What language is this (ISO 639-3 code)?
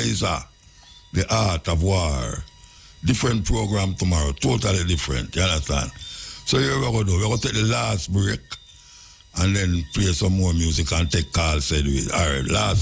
jam